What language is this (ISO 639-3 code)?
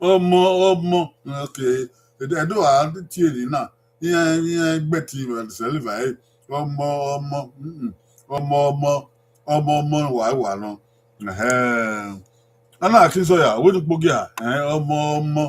bin